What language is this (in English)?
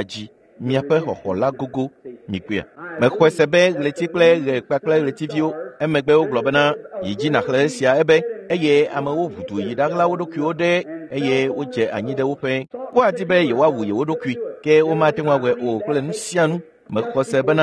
Ewe